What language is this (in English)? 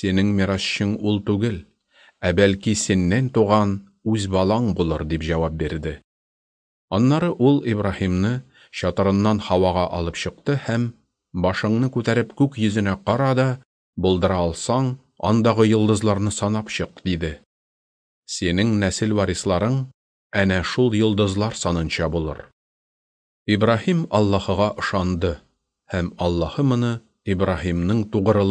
Tatar